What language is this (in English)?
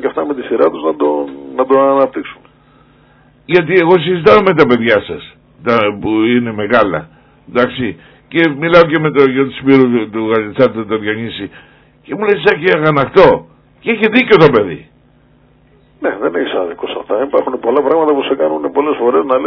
Greek